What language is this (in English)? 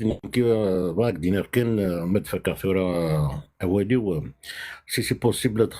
Kabyle